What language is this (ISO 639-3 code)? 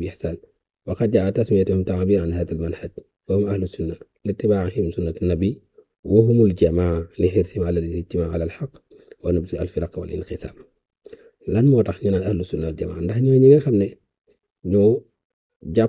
wol